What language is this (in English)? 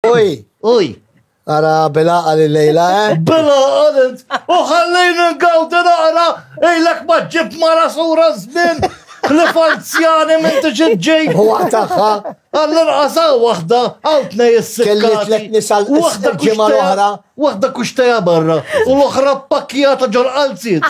Maltese